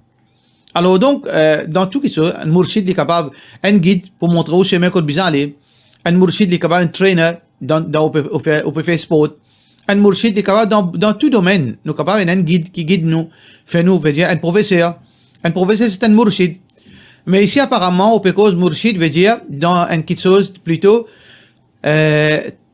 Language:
Morisyen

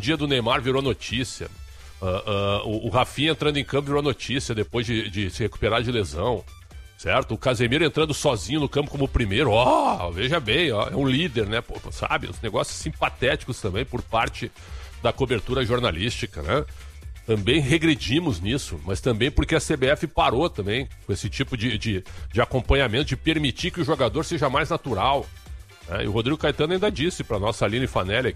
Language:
Portuguese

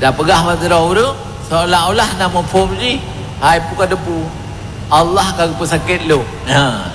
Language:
Achinese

